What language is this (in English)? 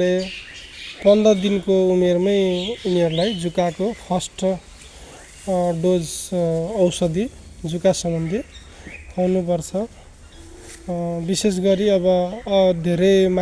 Nepali